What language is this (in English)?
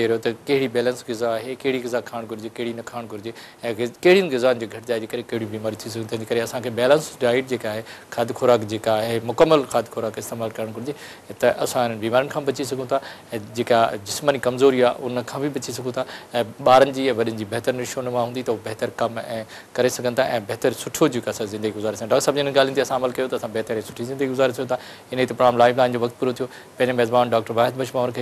Sindhi